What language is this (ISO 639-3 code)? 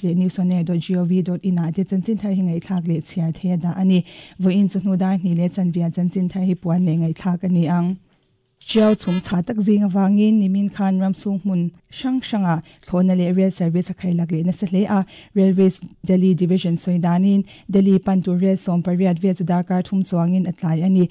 lus